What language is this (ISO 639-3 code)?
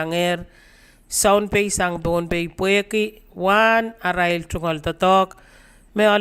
pon